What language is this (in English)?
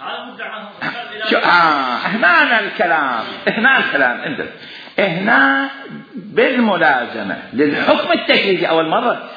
Mesopotamian Arabic